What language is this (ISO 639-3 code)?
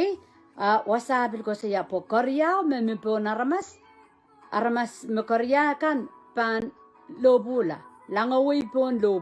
pon